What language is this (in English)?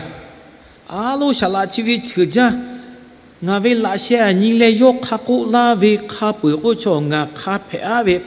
Lahu